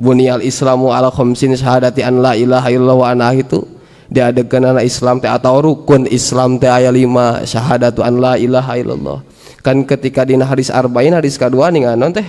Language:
Sundanese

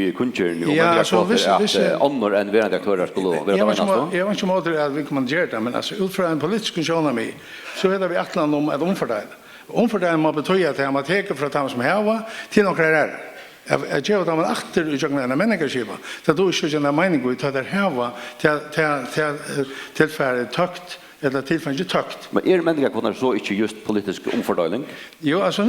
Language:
Faroese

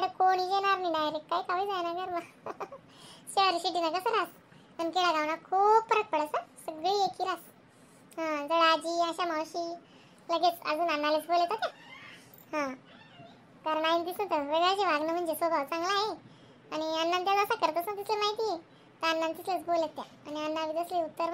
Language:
Khandesi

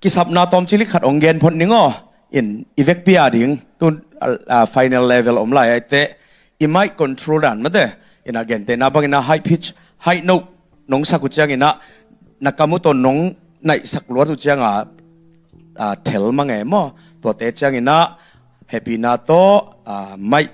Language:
Tedim Chin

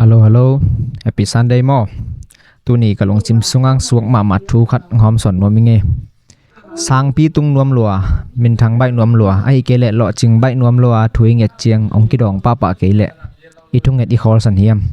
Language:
Tedim Chin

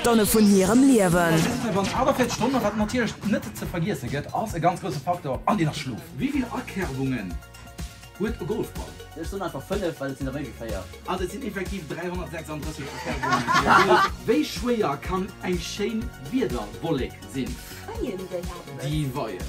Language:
Luxembourgish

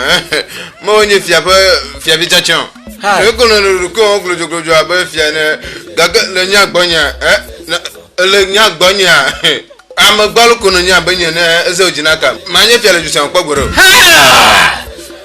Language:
Ewe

